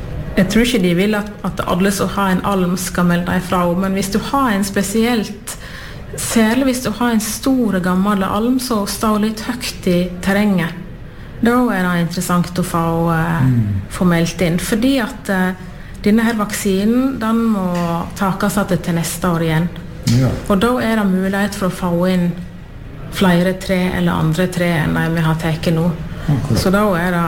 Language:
Norwegian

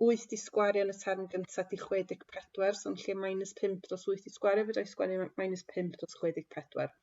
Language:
Welsh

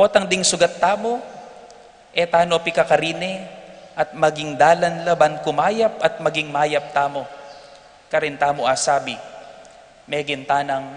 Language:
Pampanga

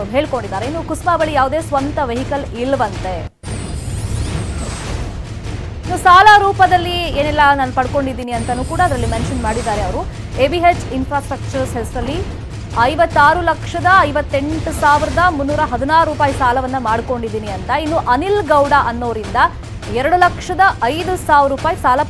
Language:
Kannada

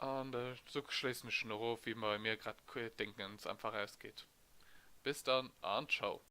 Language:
Luxembourgish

